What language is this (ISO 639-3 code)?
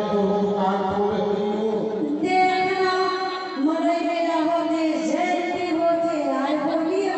hne